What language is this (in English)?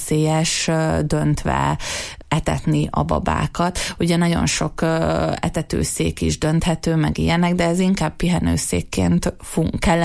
Hungarian